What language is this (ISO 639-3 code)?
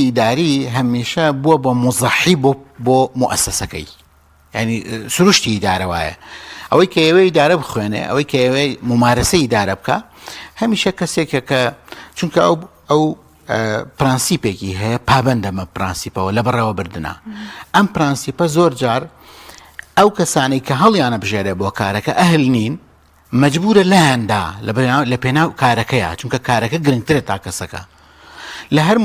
ckb